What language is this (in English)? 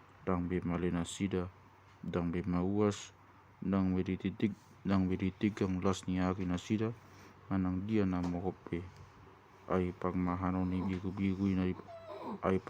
Batak Toba